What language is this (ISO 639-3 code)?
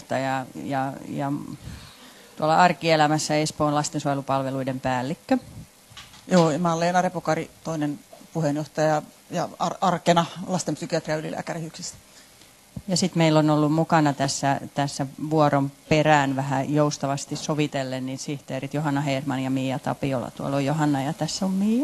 fin